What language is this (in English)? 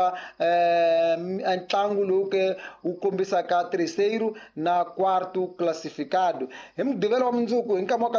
Tsonga